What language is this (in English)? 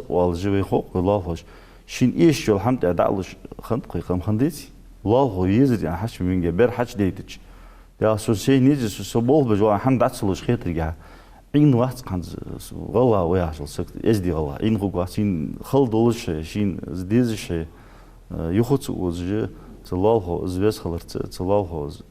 Ingush